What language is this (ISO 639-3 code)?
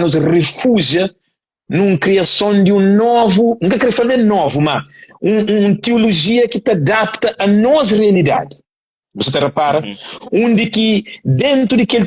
kea